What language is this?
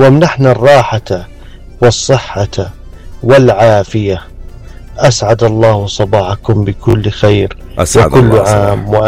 North Levantine Arabic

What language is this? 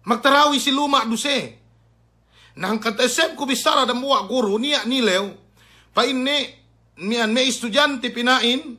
Yakan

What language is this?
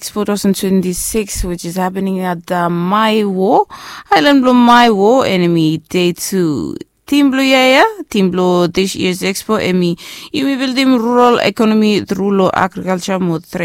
Bislama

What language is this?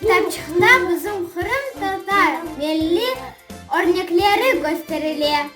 Crimean Tatar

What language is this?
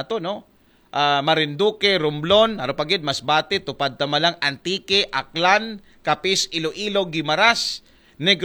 Aklanon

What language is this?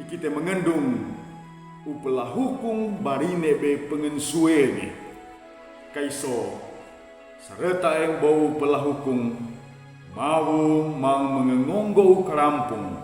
Sangir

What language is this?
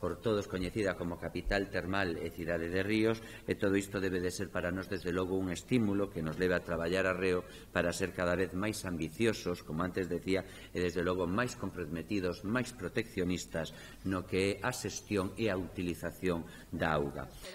Galician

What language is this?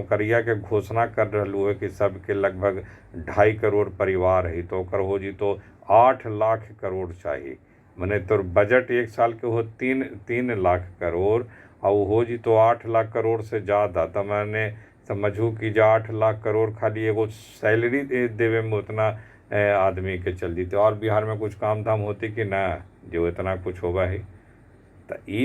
Magahi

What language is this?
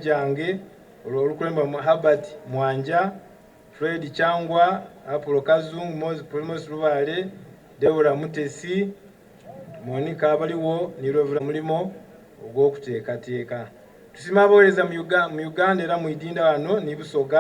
Soga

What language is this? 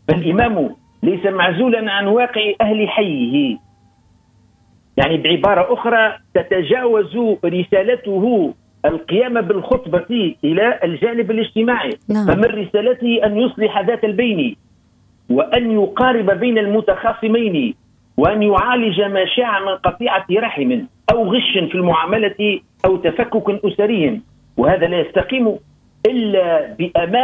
Arabic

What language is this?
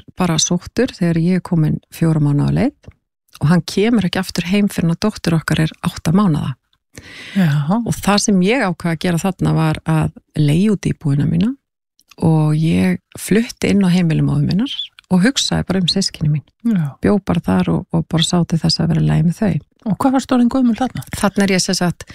Icelandic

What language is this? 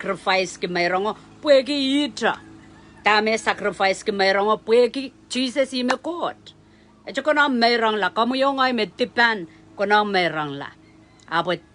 Pohnpeian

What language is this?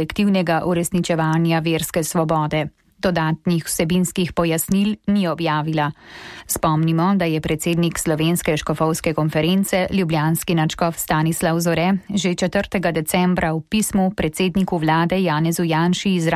Slovenian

